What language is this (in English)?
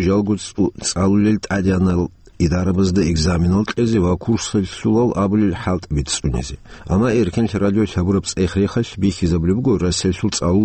Avaric